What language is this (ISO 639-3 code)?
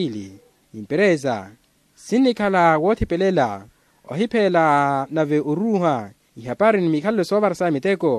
vmw